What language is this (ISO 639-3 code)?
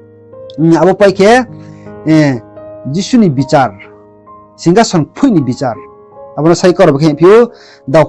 ria